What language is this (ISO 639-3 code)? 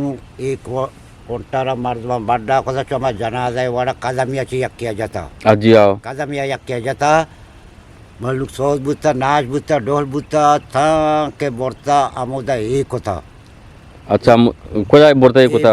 bgp